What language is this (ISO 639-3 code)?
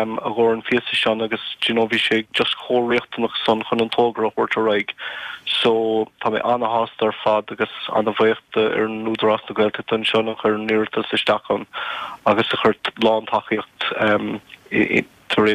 gle